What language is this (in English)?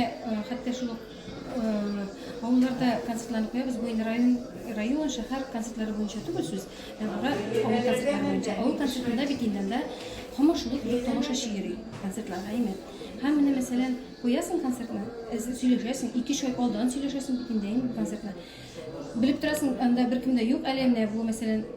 Tatar